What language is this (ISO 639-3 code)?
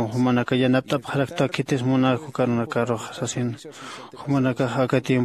aym